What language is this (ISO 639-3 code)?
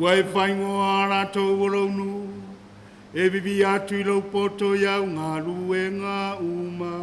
smo